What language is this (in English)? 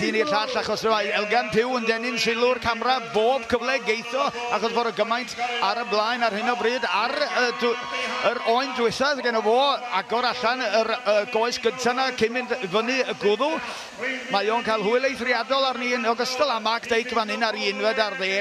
Welsh